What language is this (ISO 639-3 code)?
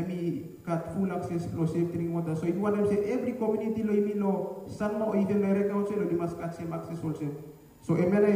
bis